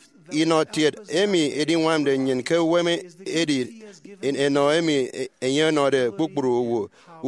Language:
Efik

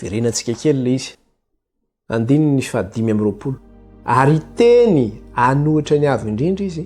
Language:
Malagasy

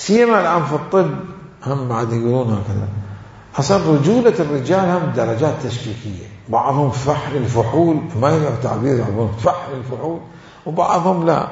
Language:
Mesopotamian Arabic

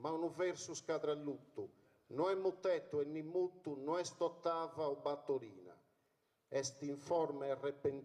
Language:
Sardinian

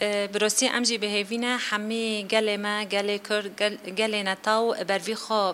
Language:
Kurdish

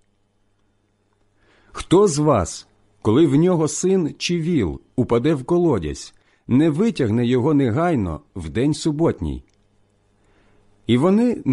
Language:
Ukrainian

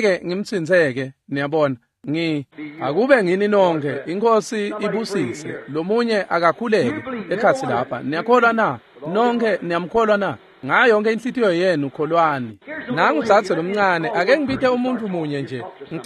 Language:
Swati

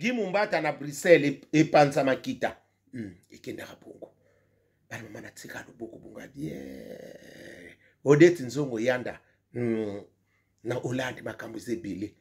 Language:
Lingala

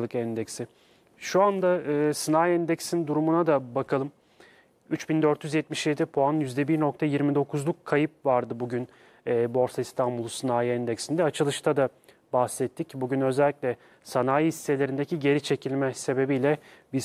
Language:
Turkish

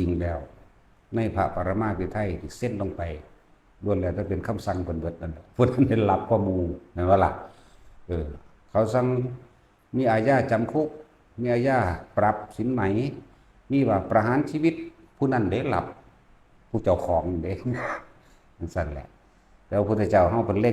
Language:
Lao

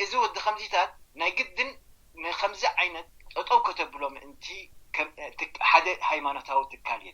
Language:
Tigrinya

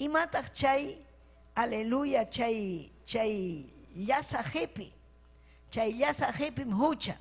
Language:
Ayacucho Quechua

